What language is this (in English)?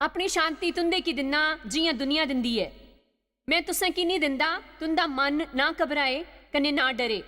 Dogri